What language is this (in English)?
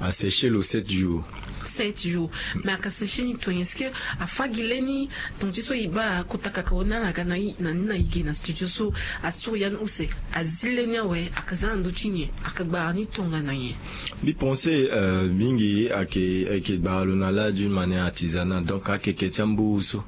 Sango